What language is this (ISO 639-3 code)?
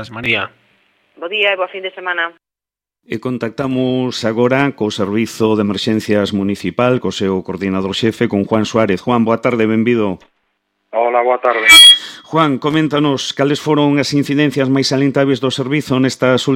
glg